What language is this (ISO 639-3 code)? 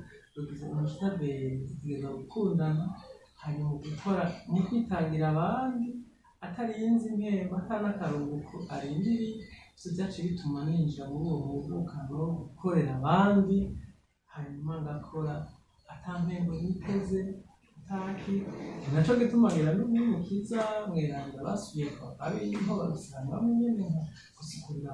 run